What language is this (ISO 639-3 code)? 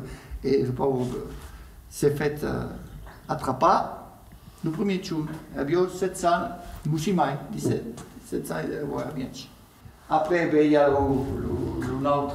oci